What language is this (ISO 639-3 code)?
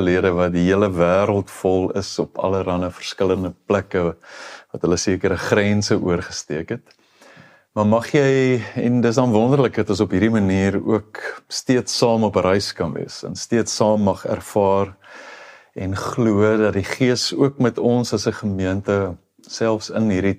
afr